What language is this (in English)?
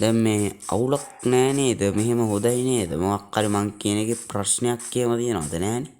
Sinhala